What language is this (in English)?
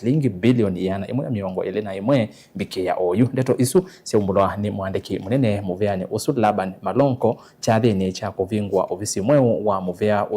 Kamba